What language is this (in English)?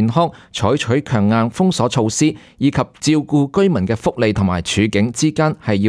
Cantonese